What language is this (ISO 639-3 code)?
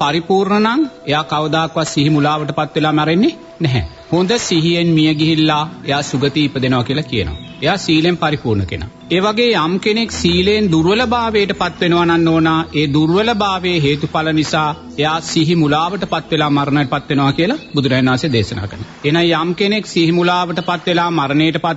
sin